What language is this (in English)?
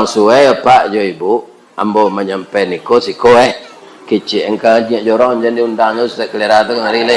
Minangkabau